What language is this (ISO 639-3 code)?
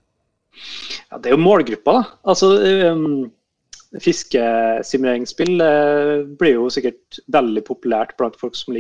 nor